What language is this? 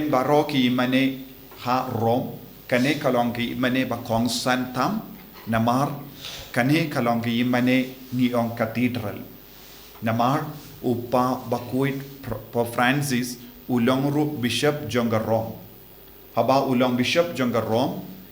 Khasi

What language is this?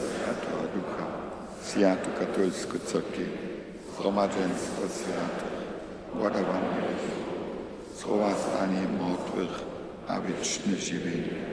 Upper Sorbian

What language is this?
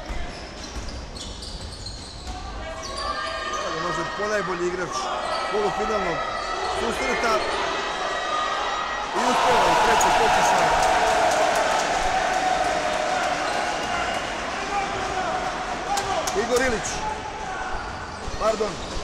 Serbian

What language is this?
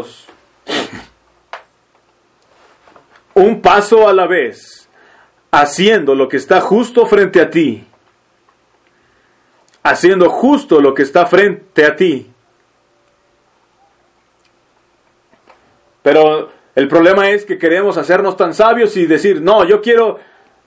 Spanish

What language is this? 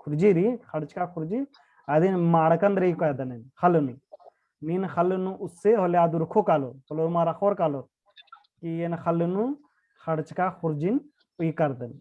Kurukh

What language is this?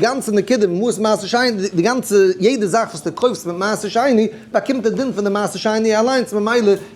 Yiddish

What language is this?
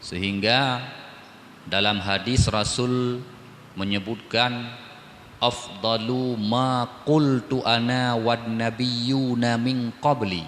Achinese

